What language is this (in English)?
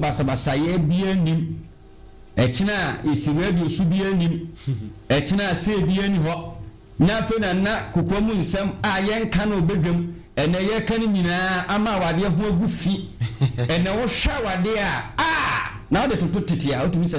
Akan